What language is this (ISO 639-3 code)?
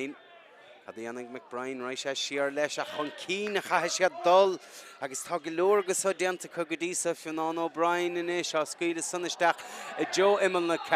gle